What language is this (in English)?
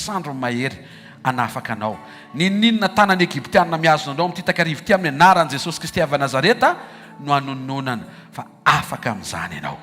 Malagasy